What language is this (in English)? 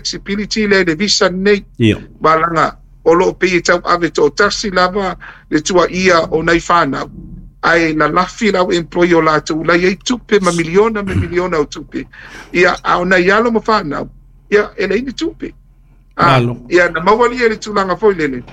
Samoan